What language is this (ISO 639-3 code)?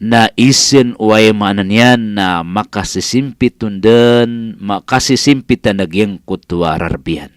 mrw